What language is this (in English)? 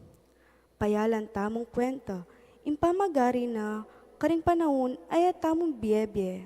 Pampanga